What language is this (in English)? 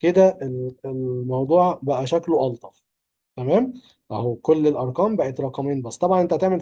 Egyptian Arabic